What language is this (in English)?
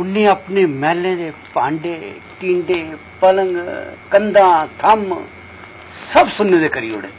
Dogri